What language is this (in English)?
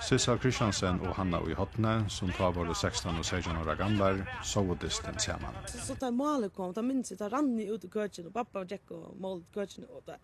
Faroese